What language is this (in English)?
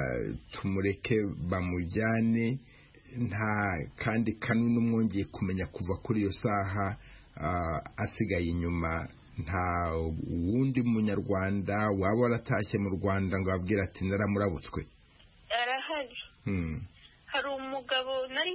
Kinyarwanda